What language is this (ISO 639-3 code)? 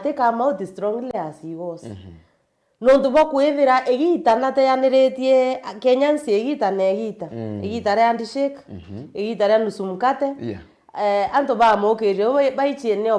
mer